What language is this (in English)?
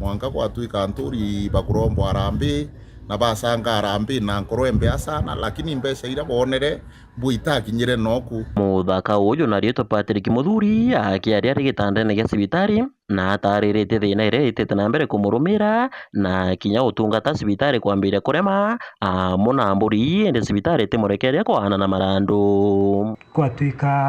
Meru